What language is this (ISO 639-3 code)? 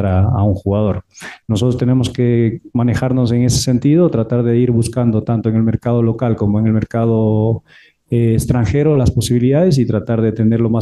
spa